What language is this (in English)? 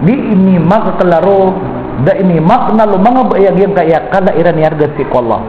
Maranao